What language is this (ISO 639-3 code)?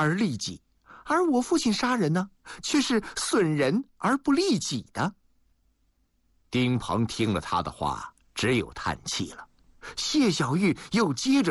zho